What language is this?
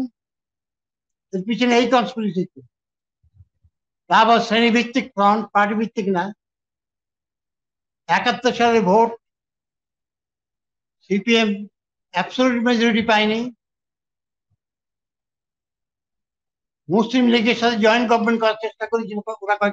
Bangla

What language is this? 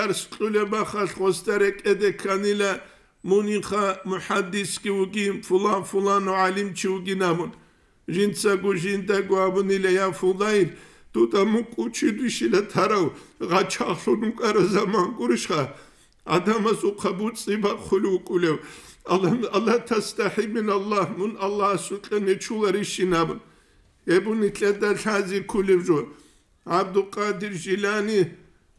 Avaric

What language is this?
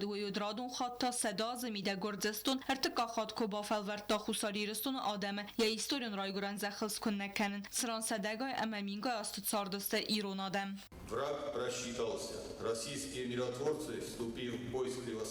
Ossetic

